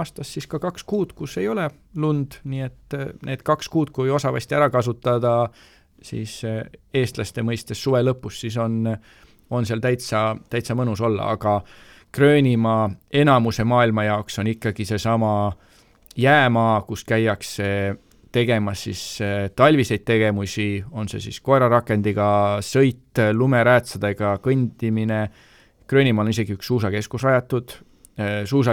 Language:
Estonian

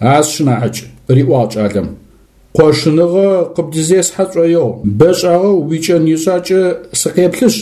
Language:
Adyghe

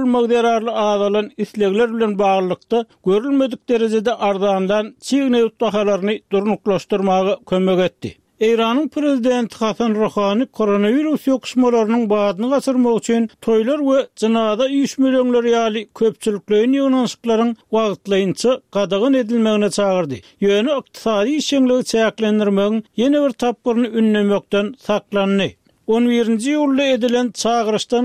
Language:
Turkmen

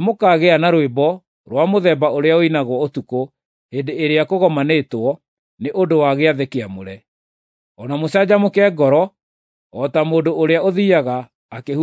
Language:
Kikuyu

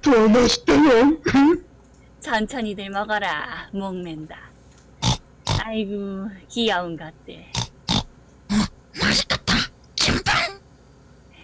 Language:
Korean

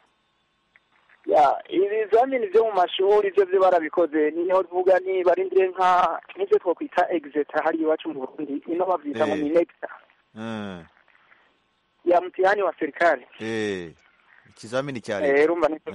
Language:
Kinyarwanda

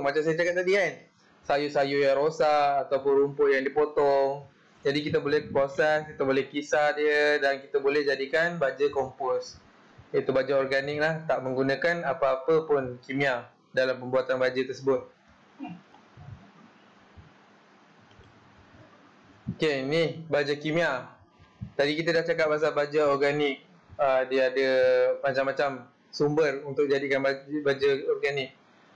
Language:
Malay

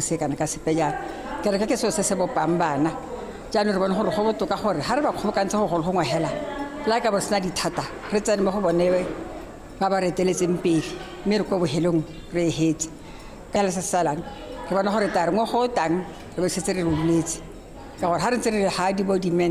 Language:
Tswana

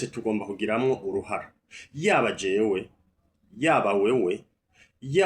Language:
Rundi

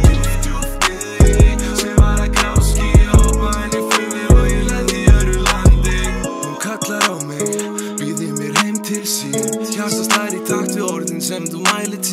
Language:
Icelandic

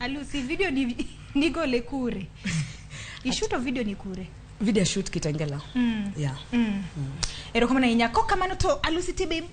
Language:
Luo (Kenya and Tanzania)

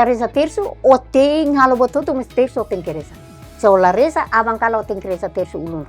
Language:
Tetum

